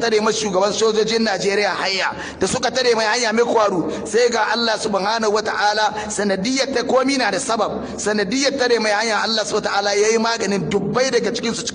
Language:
Hausa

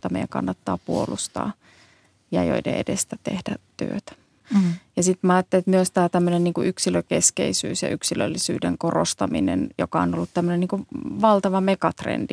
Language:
Finnish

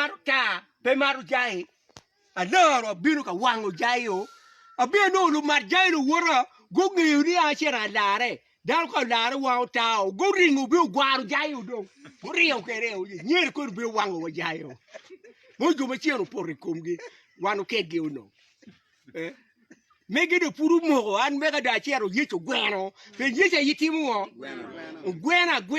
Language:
Acoli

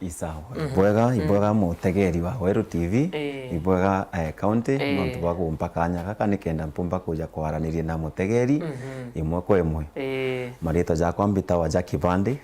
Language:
Meru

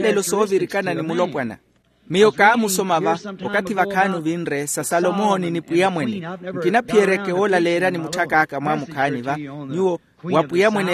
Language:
Makhuwa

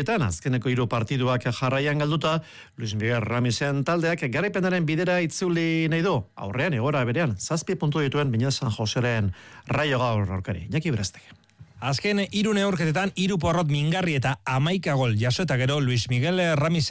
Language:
Basque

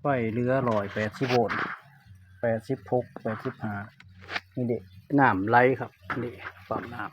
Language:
Northeastern Thai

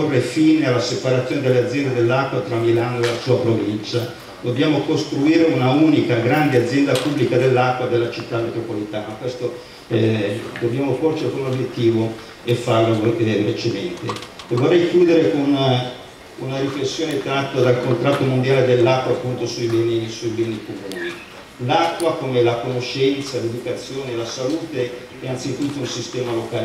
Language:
Italian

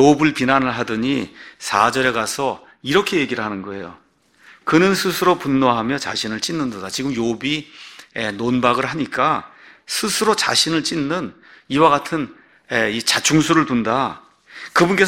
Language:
Korean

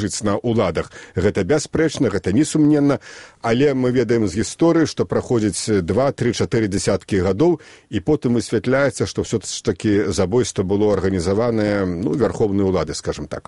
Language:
Belarusian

